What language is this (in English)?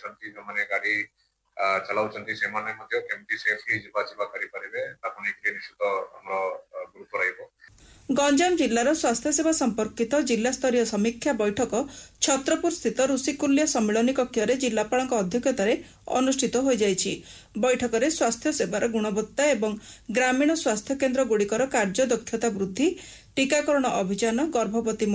Odia